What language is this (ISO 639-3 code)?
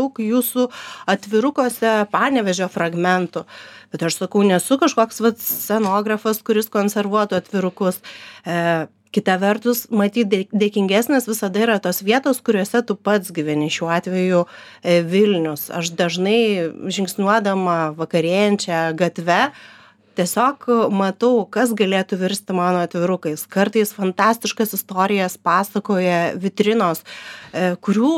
lit